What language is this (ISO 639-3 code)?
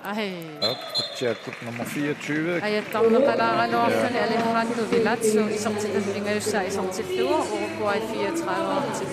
kal